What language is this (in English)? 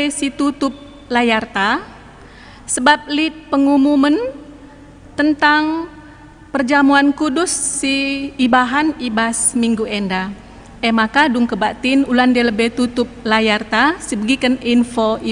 Batak Karo